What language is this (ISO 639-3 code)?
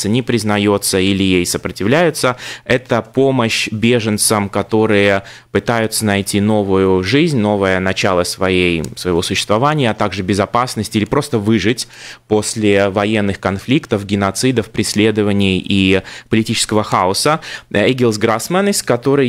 rus